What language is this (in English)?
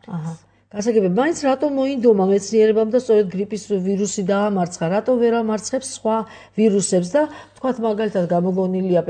Georgian